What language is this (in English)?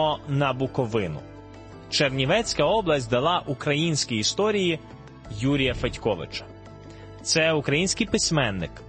Ukrainian